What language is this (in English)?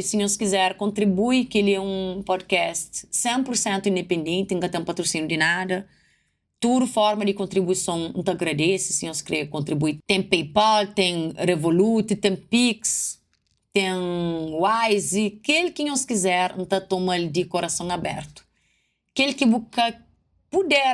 Kabuverdianu